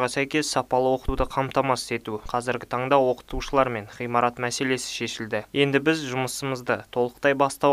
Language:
Kazakh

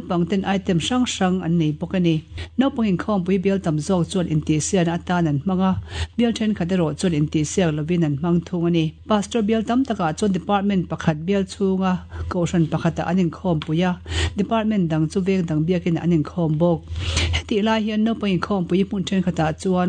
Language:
Mizo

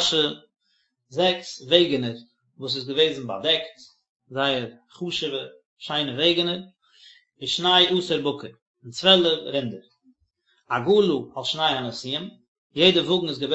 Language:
Yiddish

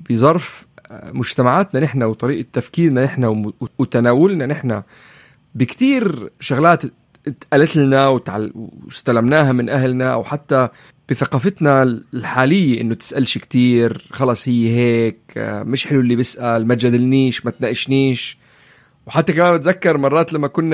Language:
North Levantine Arabic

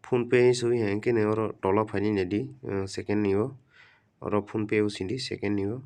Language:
Kok Borok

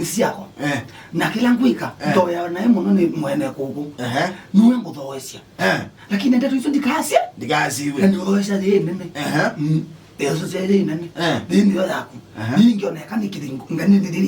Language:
Kamba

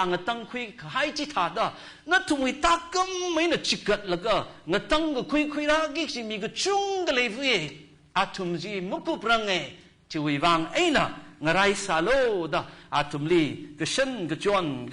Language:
Tangkhul Naga (India)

